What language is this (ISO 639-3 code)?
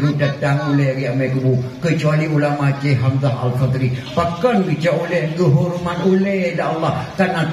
ace